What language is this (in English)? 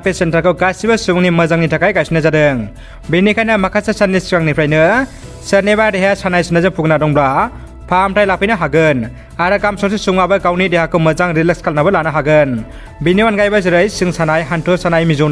Bodo